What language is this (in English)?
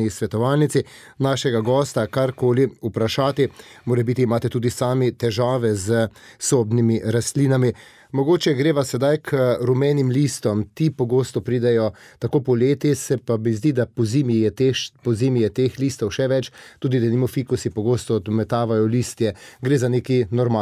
Slovenian